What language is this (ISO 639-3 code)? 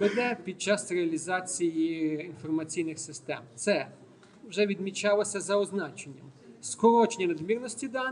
ukr